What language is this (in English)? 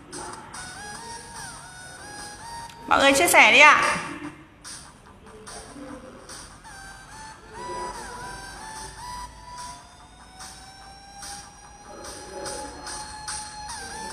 Vietnamese